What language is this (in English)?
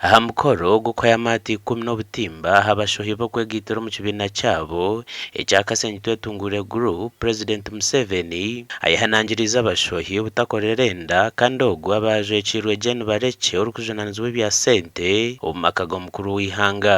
Nyankole